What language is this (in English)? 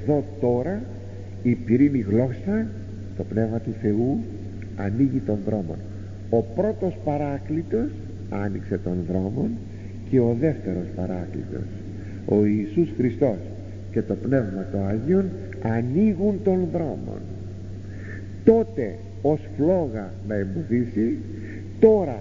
Greek